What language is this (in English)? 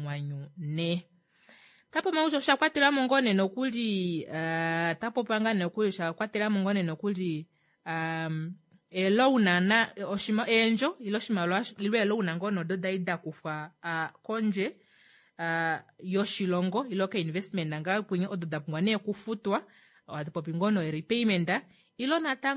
Kuanyama